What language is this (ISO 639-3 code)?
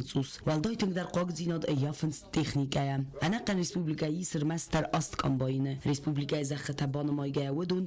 oss